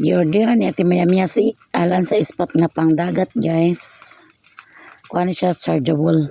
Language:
Cebuano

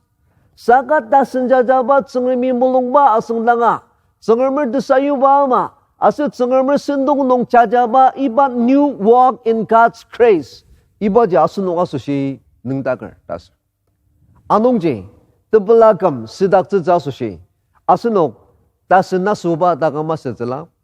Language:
Ao Naga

